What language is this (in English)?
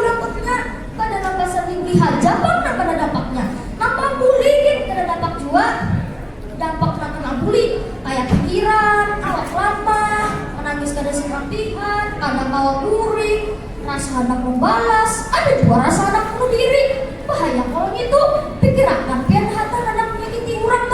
Banjar